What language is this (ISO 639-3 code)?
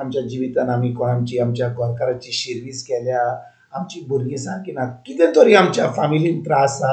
kok